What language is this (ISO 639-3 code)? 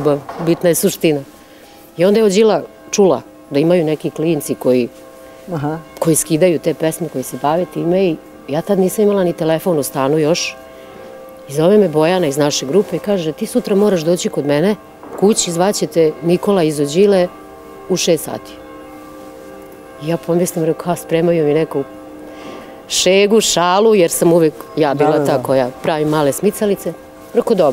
srp